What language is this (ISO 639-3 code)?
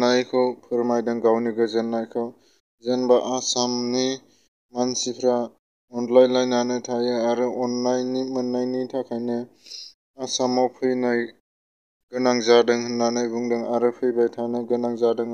brx